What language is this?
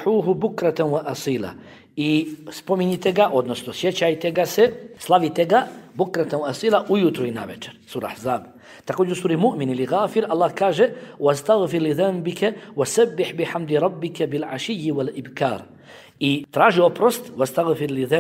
Bosnian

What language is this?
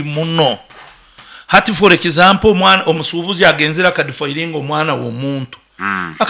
Nyankole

